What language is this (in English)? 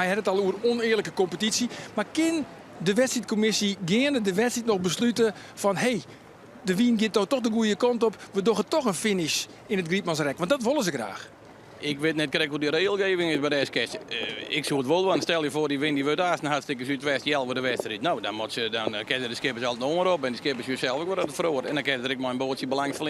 Western Frisian